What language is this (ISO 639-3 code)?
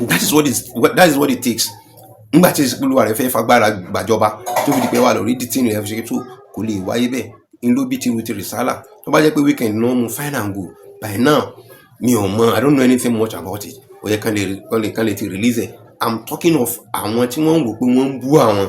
yor